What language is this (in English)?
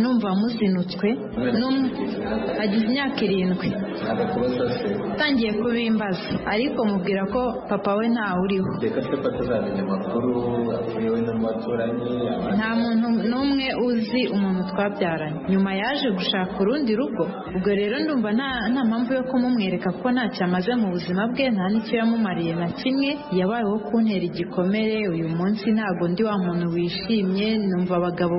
Kinyarwanda